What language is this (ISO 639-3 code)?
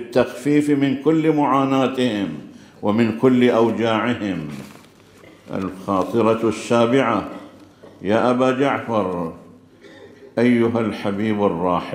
ara